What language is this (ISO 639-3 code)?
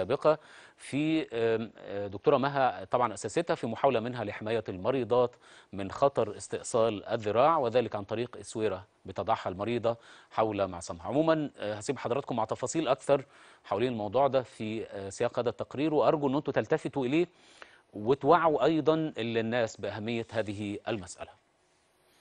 arz